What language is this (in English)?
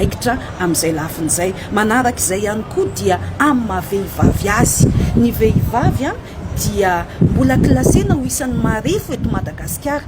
Malagasy